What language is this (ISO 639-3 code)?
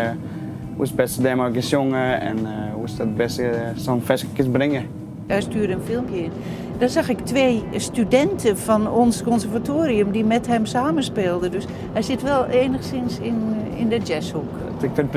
fry